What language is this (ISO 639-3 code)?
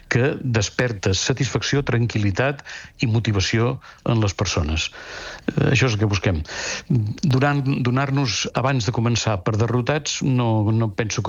cat